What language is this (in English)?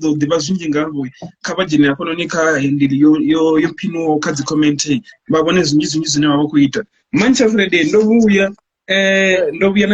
Venda